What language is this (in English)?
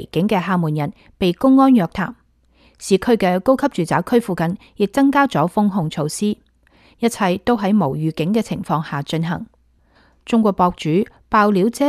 Cantonese